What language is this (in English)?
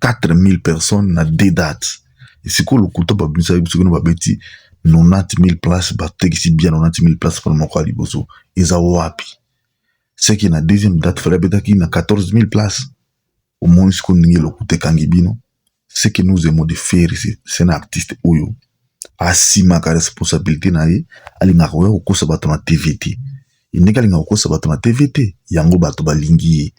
Lingala